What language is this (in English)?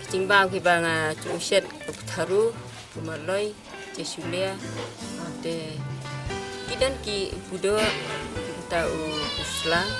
Khasi